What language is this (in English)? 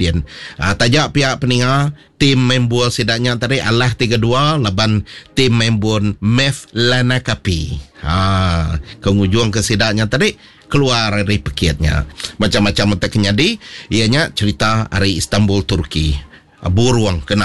Iban